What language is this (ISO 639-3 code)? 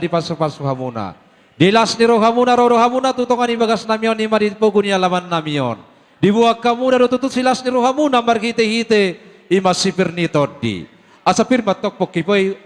bbc